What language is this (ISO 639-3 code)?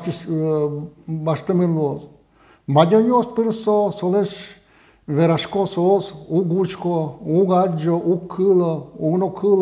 udm